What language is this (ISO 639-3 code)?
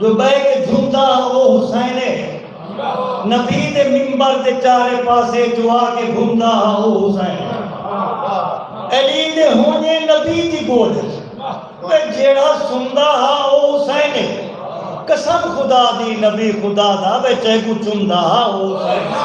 skr